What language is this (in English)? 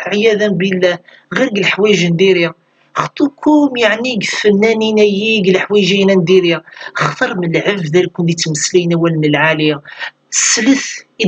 Kabyle